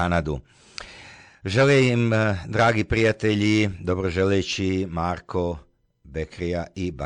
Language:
Croatian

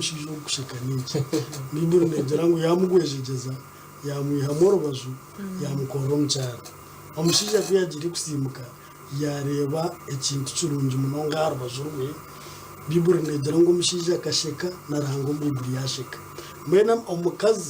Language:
Nyankole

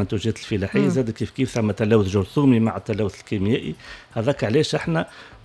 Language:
Tunisian Arabic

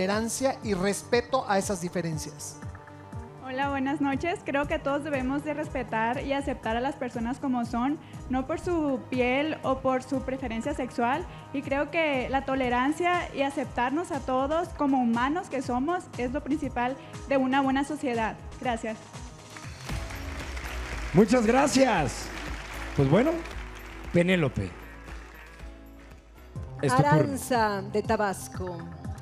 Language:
Spanish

